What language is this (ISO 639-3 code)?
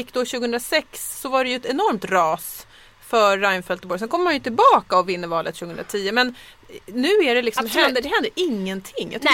swe